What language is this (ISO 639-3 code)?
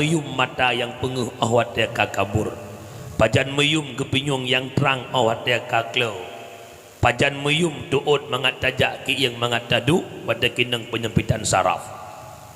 ace